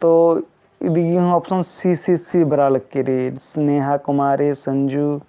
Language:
Kurukh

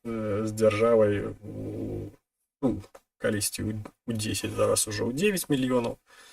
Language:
Belarusian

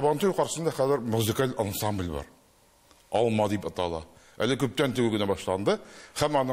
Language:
Tatar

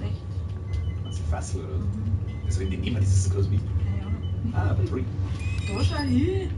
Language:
Bavarian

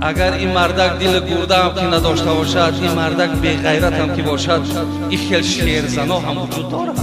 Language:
Tajik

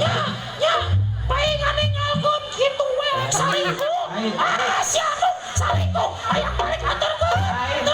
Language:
Sundanese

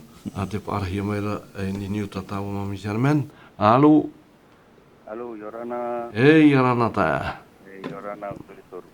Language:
Tahitian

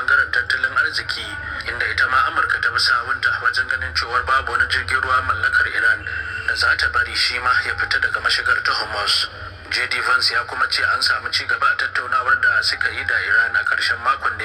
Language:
Hausa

